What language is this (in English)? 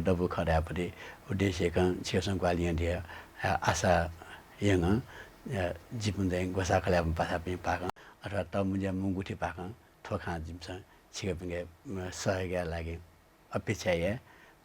Newari